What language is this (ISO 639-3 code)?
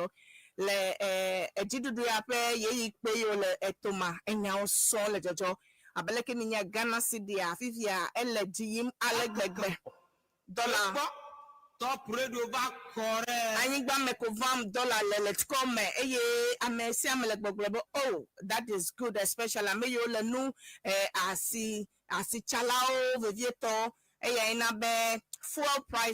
ewe